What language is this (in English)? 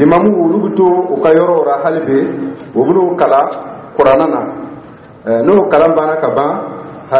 Dyula